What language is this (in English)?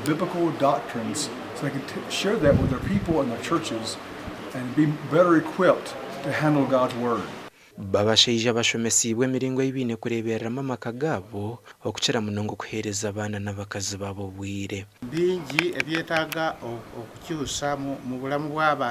Nyankole